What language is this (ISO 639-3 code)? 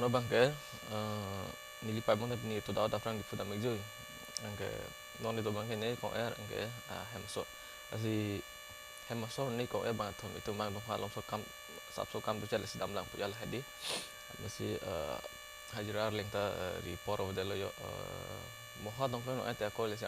mjw